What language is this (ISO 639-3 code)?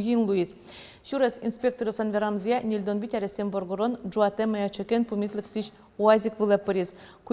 udm